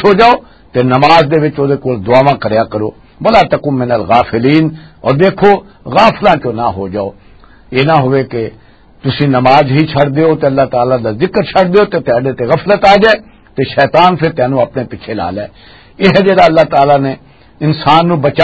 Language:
Western Panjabi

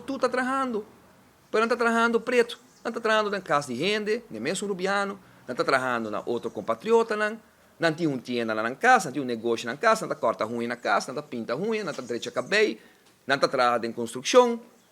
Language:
Papiamento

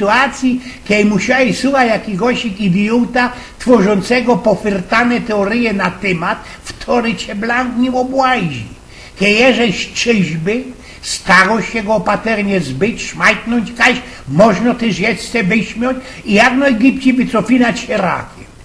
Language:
Silesian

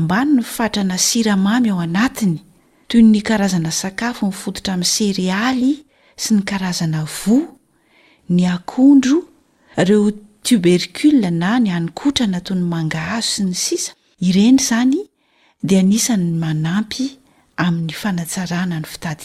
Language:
Malagasy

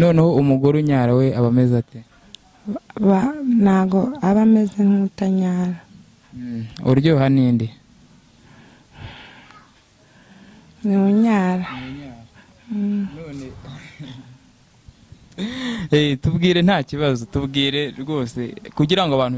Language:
Kinyarwanda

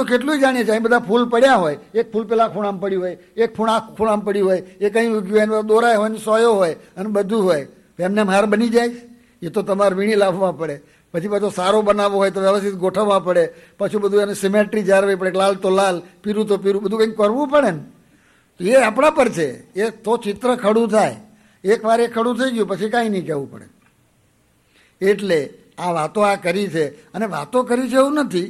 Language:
Gujarati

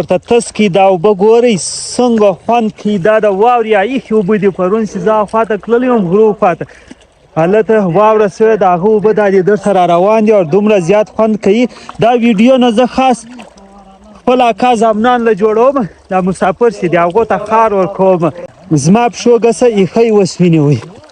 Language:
Pashto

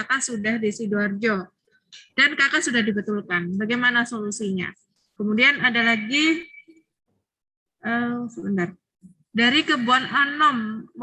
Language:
Indonesian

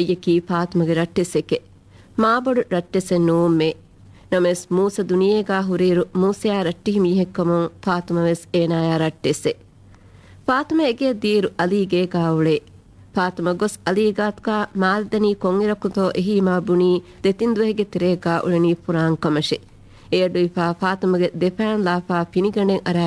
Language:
Divehi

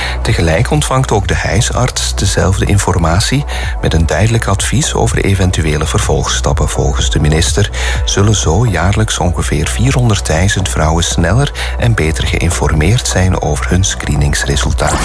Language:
Dutch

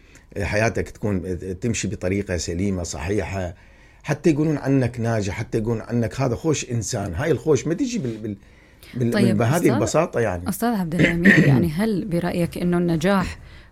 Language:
Mesopotamian Arabic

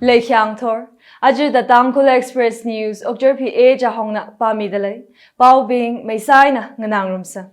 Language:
Tangkhul Naga (India)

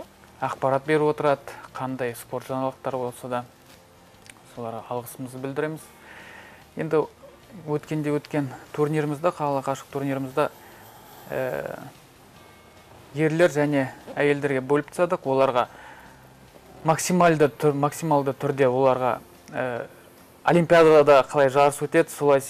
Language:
Kazakh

